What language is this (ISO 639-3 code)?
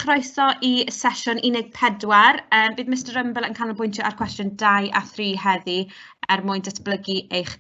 cym